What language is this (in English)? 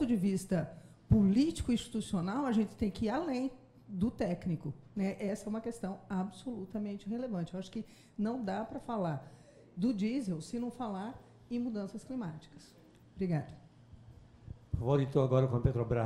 Portuguese